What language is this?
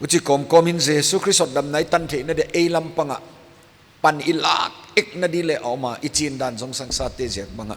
Paite Chin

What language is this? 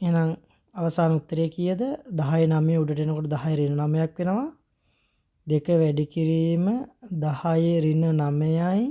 Sinhala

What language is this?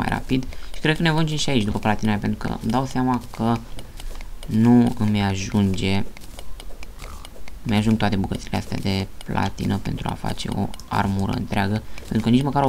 Romanian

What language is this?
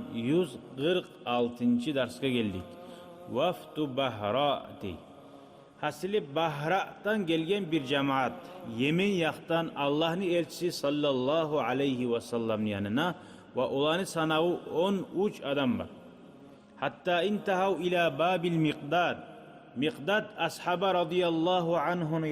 Kumyk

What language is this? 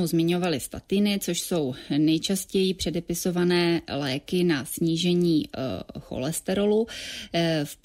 Czech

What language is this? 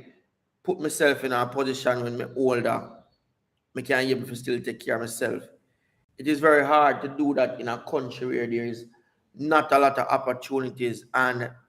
Jamaican Creole English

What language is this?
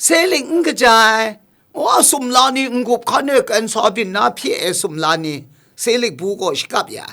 Kachin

